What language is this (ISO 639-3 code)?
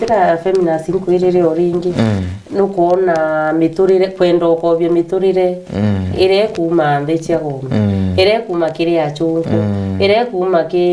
mer